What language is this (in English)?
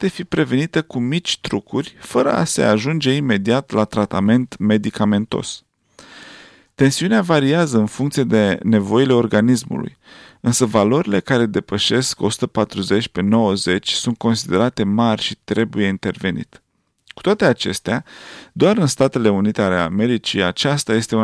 Romanian